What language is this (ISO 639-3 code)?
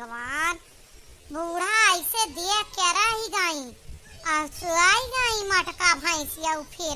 awa